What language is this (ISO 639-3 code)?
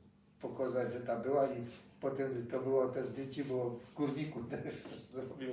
szl